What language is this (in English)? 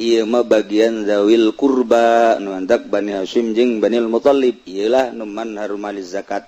Sundanese